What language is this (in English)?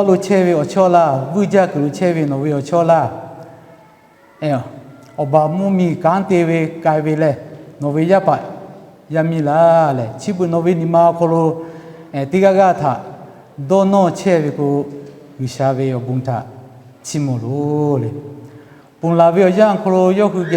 Lahu